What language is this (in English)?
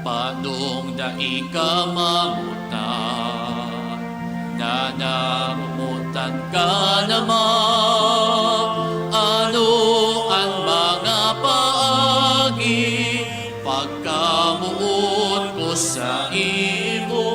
Bikol